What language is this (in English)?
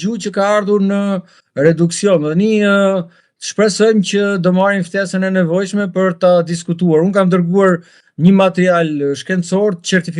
Albanian